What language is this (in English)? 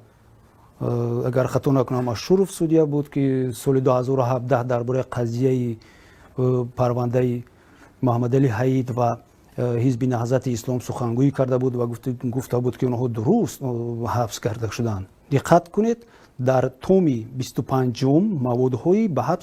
Tajik